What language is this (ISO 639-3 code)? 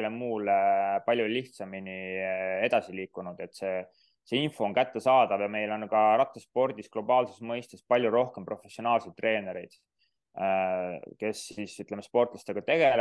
est